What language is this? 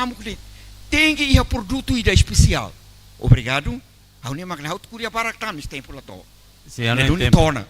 Tetum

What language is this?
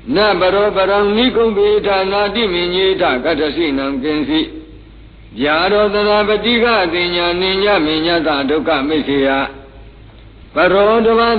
Burmese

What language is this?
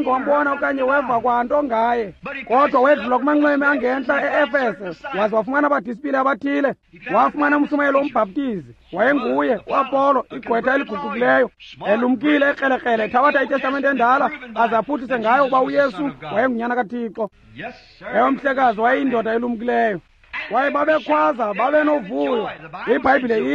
Xhosa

